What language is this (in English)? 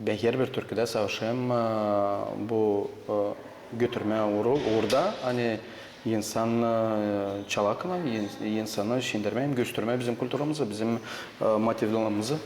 Gagauz